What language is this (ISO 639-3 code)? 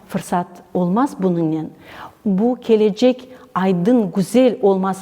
crh